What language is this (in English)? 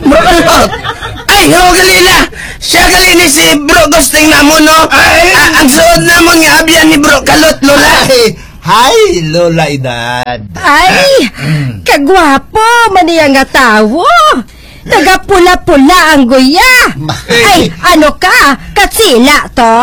Hiligaynon